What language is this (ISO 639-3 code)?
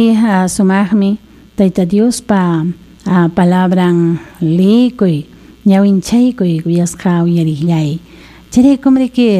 quy